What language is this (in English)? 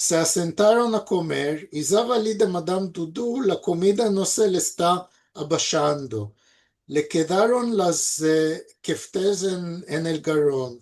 Ladino